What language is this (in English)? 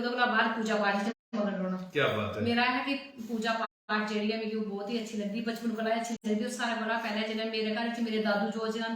Dogri